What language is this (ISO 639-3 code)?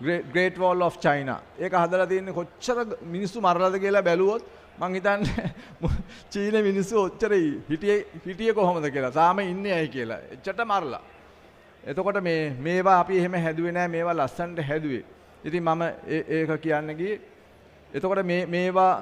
sin